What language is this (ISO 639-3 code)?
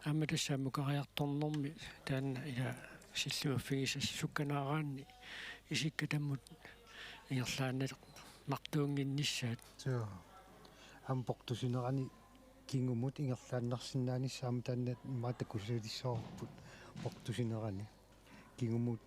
kal